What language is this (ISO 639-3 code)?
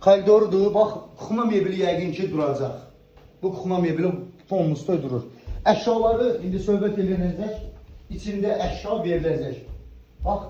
aze